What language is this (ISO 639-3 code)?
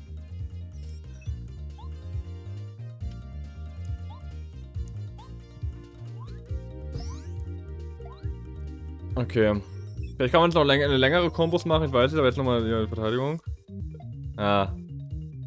deu